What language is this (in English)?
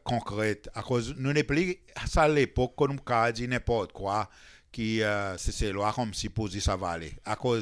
Seselwa Creole French